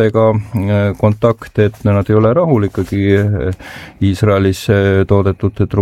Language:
Estonian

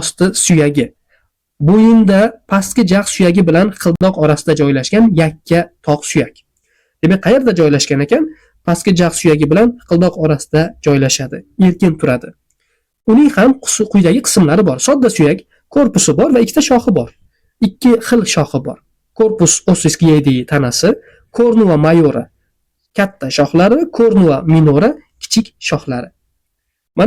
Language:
Uzbek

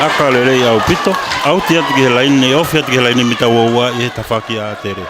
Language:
Tongan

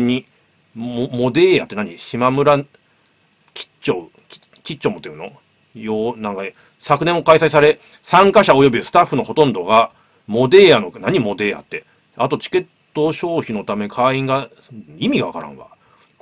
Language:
Japanese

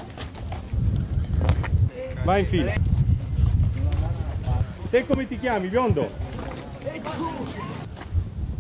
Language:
Italian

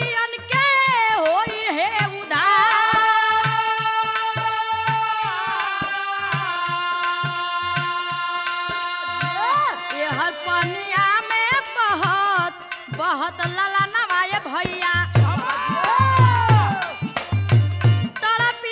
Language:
Bhojpuri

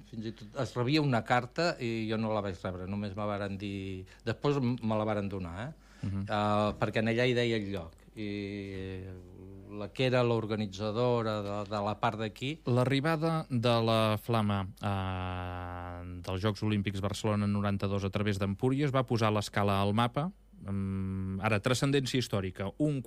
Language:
Catalan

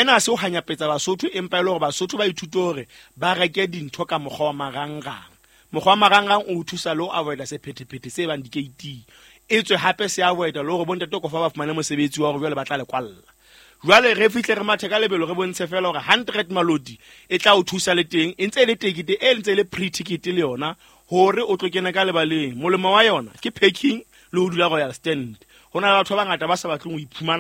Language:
Southern Sotho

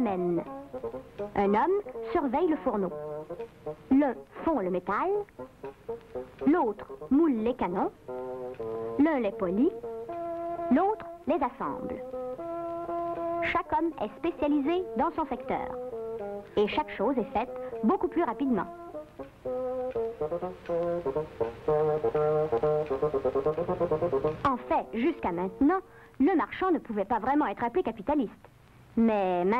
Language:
French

